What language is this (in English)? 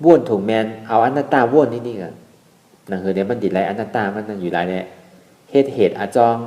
Shan